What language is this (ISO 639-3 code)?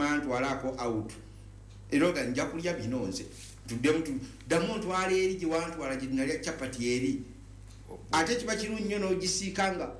lug